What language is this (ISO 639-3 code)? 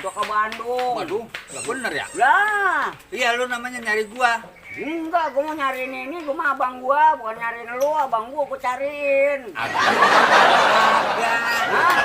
bew